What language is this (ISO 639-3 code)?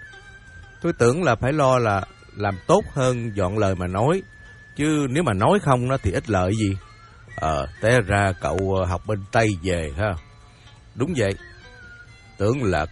vie